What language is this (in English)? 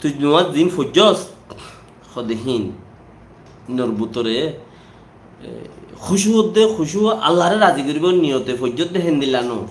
Rohingya